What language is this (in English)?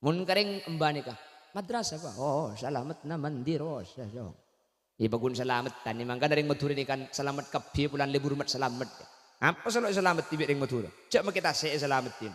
Madurese